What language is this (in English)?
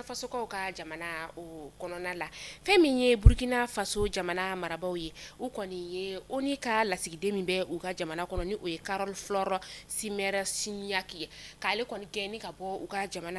Bambara